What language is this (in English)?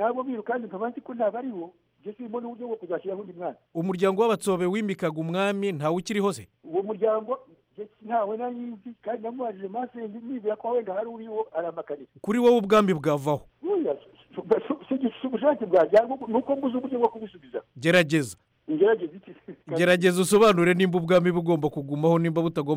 Kinyarwanda